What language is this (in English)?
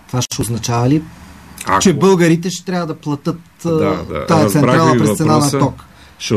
Bulgarian